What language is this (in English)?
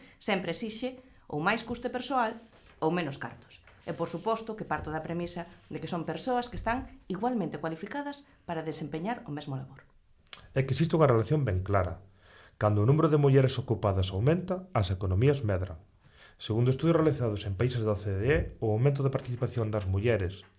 Galician